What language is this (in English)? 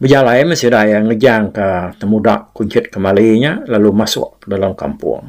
Iban